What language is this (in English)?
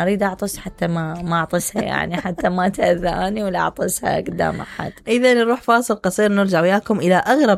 Mesopotamian Arabic